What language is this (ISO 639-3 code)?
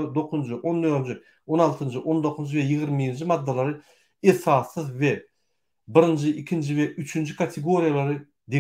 tuk